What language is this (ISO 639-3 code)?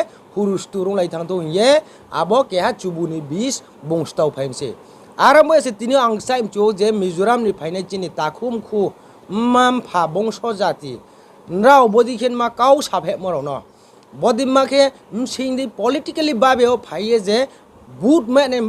ria